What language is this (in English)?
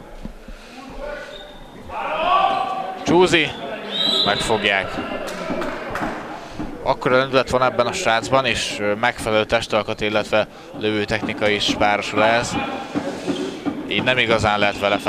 Hungarian